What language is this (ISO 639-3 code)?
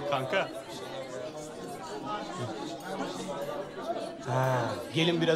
tur